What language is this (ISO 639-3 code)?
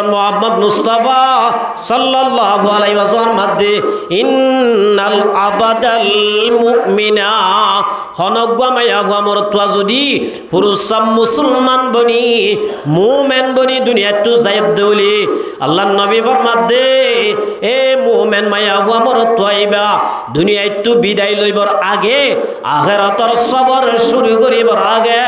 rhg